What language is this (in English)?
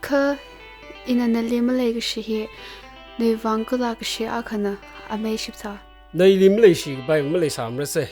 Tangkhul Naga (India)